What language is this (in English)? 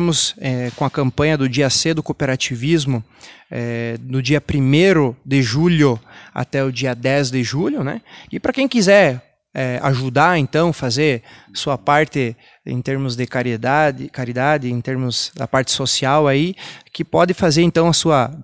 Portuguese